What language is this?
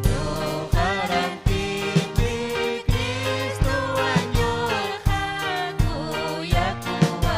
Ayacucho Quechua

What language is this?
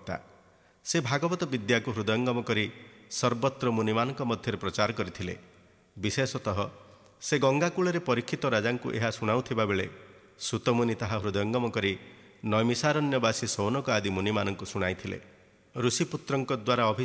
Odia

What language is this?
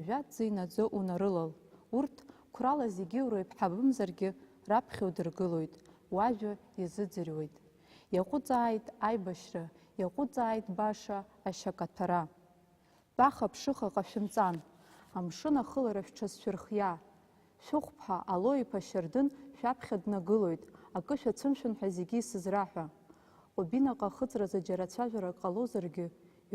Abkhazian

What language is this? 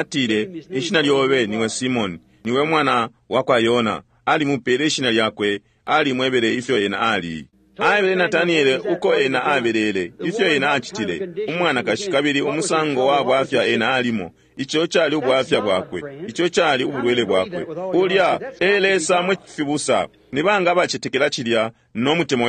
Bemba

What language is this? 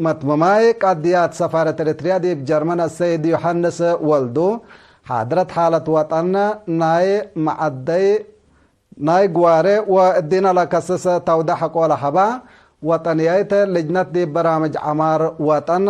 Tigre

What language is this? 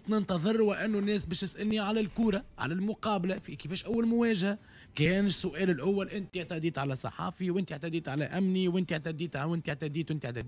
Tunisian Arabic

